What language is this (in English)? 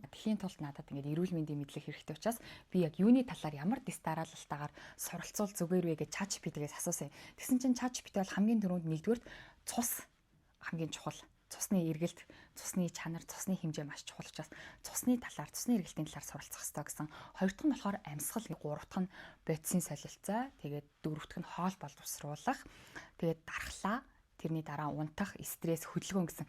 Mongolian